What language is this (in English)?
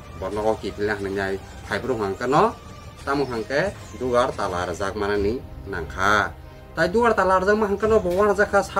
Kok Borok